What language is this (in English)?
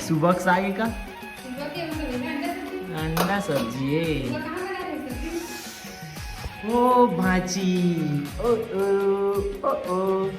Chhattisgarhi